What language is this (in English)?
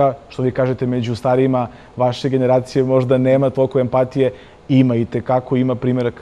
Serbian